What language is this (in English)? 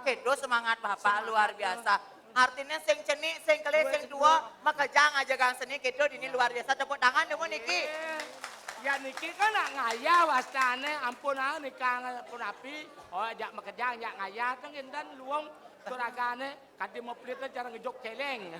Balinese